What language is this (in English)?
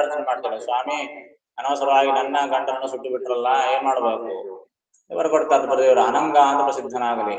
Kannada